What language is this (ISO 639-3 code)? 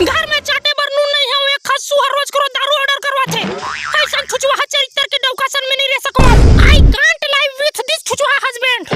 hne